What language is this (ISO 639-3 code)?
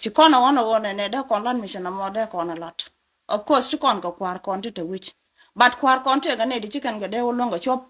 nus